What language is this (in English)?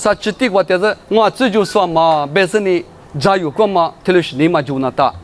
Lisu